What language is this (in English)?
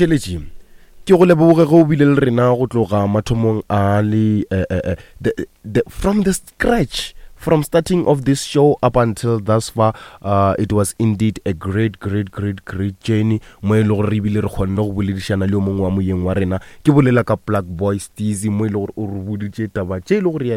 Northern Sotho